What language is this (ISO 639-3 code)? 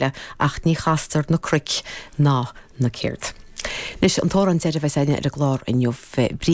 gle